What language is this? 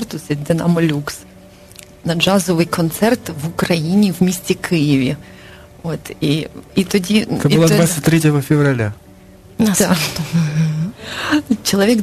Ukrainian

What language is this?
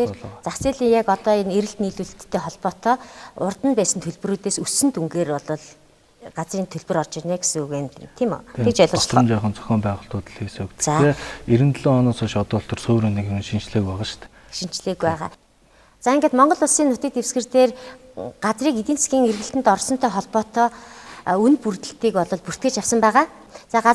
Mongolian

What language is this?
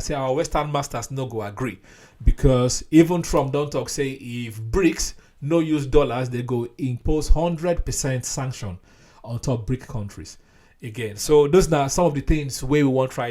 Nigerian Pidgin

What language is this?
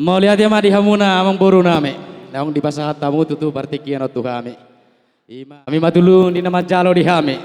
Batak Toba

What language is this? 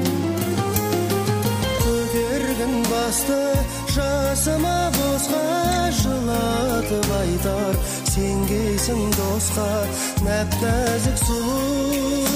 Kazakh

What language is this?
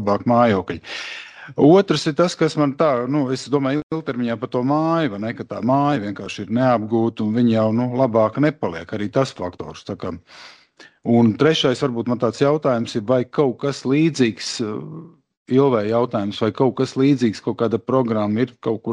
Latvian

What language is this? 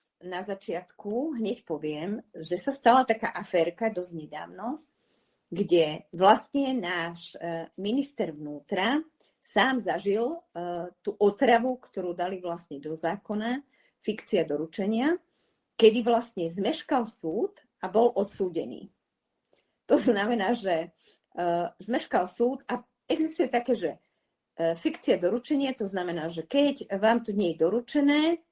Slovak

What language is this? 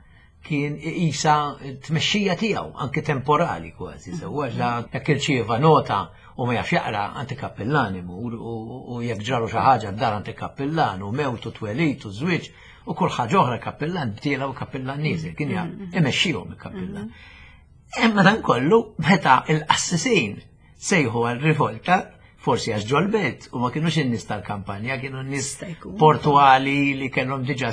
Maltese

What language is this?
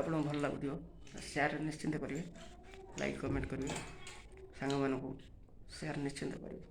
Odia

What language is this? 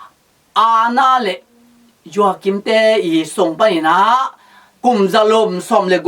Tedim Chin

